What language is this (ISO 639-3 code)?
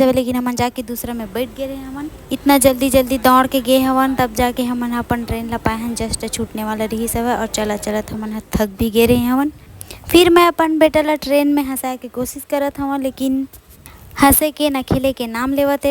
hne